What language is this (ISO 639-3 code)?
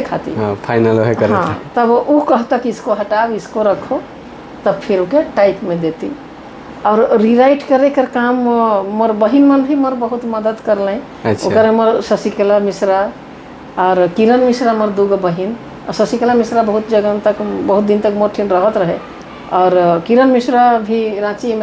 sck